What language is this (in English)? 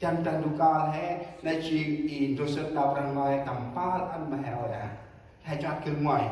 Central Mnong